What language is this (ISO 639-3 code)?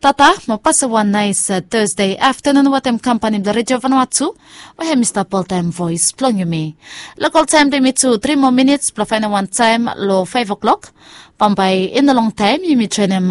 bis